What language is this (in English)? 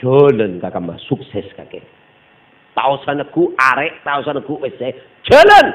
Madurese